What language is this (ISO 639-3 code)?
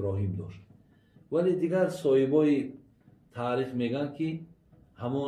tgk